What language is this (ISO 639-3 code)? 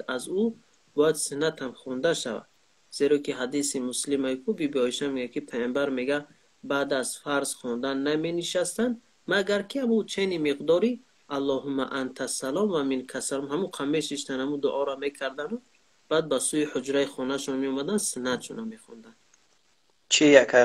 tgk